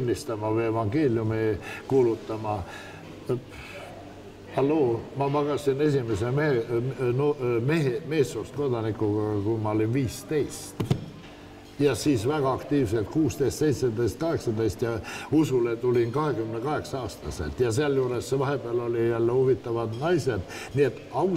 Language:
Estonian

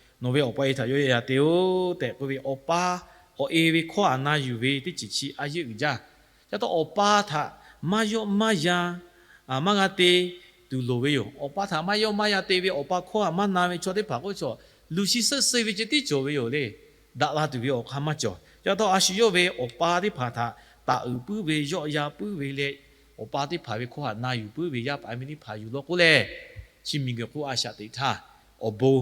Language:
Lahu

